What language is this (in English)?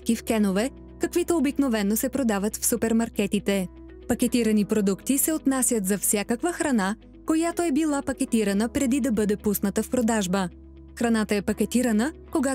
Bulgarian